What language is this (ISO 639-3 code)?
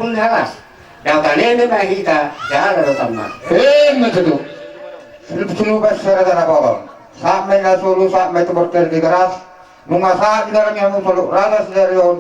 bbc